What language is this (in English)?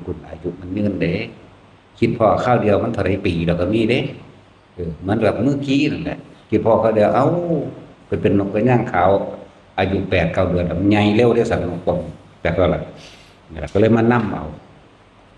Northeastern Thai